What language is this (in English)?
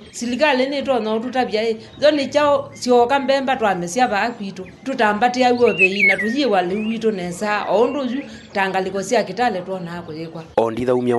Kamba